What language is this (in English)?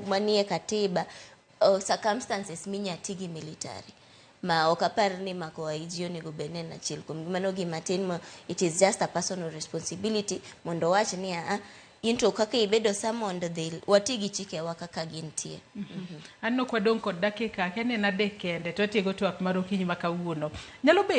Luo (Kenya and Tanzania)